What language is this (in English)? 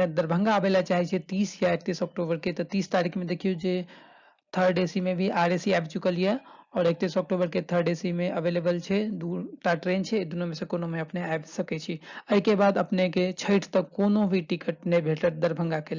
Maithili